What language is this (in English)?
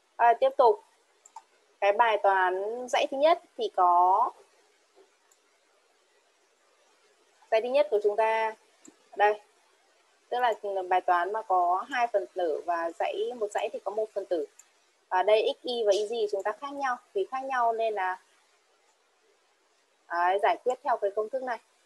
Vietnamese